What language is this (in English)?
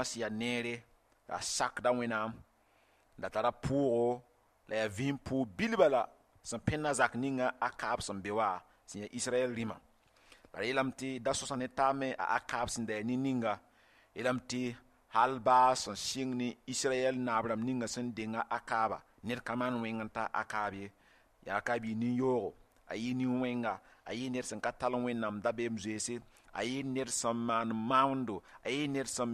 Mossi